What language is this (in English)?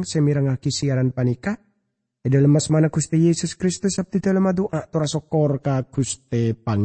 Madurese